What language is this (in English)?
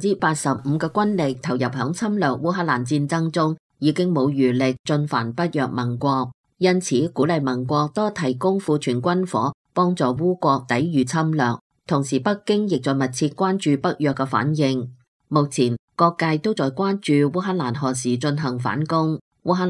Cantonese